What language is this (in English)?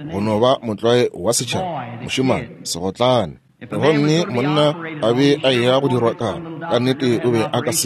Northern Sotho